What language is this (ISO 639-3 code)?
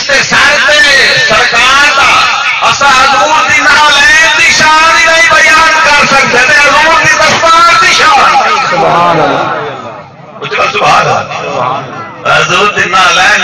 skr